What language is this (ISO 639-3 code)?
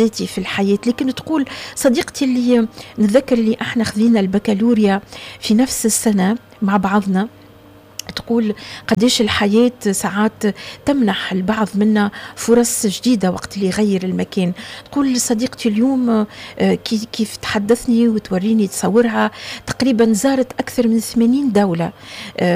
aeb